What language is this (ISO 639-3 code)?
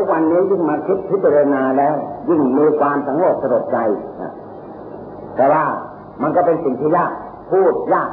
tha